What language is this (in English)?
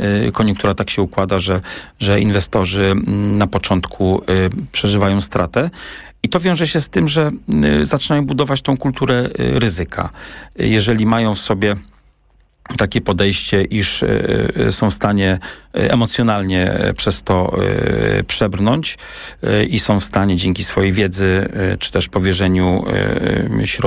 Polish